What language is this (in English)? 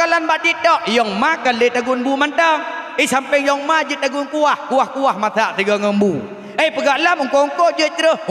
Achinese